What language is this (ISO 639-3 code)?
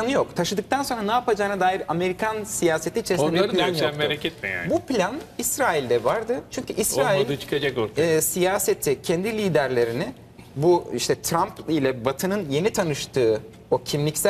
tur